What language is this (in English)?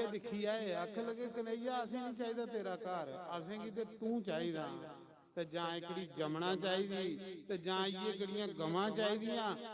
Dogri